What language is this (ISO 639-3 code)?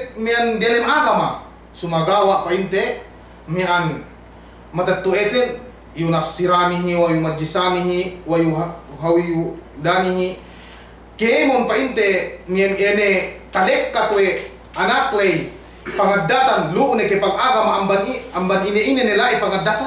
yka